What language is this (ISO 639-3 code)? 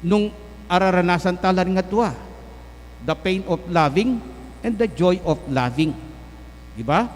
pam